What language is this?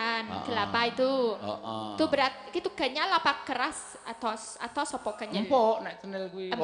Javanese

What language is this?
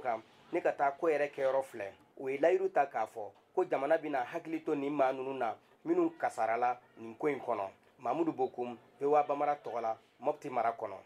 Bambara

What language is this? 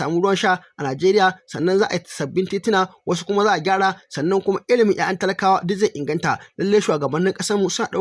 Hausa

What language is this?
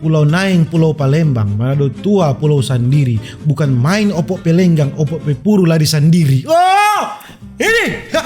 Manado Malay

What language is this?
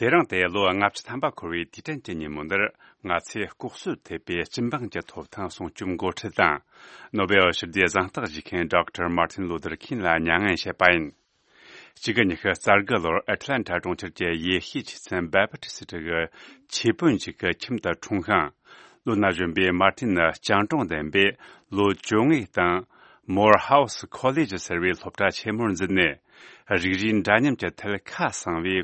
Tibetan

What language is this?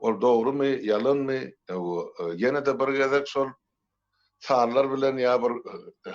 Turkmen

